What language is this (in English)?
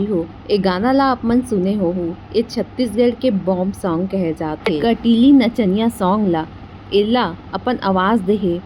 Chhattisgarhi